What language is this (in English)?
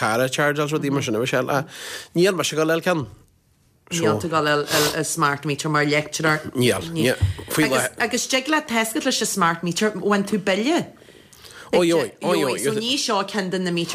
Irish